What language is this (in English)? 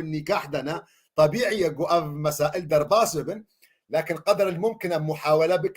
Kurdish